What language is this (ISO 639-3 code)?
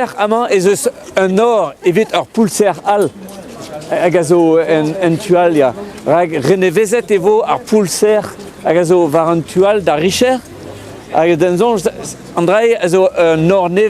bre